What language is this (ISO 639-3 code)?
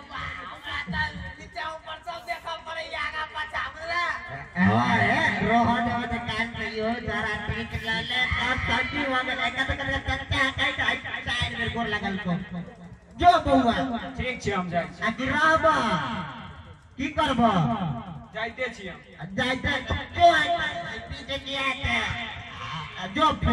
mai